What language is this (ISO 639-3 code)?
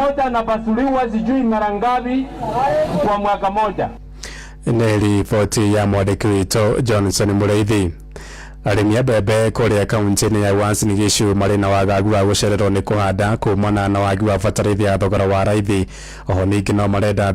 kik